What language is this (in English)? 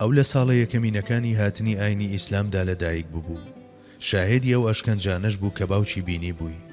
Central Kurdish